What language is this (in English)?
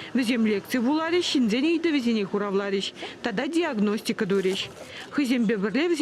Chuvash